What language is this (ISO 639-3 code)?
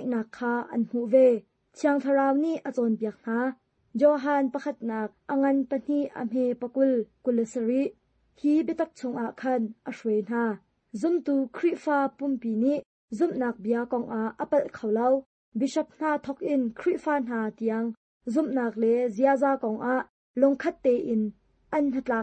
cnh